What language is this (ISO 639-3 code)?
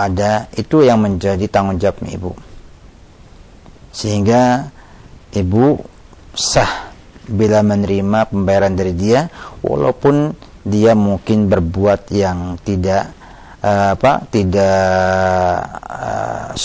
ind